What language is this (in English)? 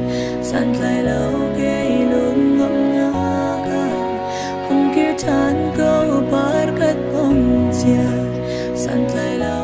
Hakha Chin